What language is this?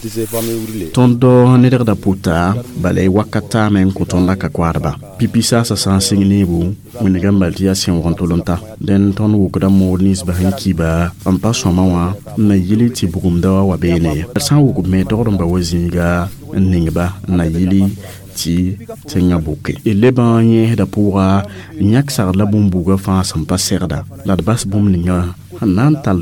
Mossi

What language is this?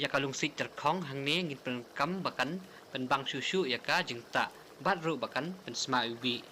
Khasi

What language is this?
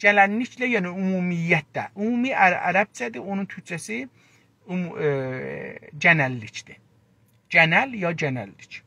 South Azerbaijani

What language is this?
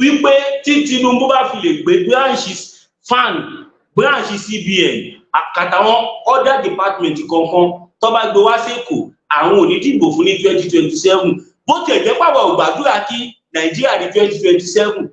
Yoruba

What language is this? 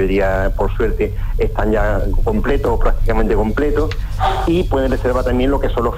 Spanish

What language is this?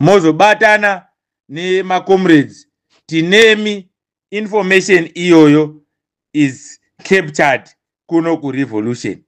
Shona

